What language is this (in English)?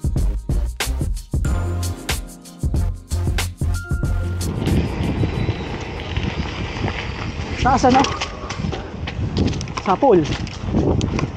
Filipino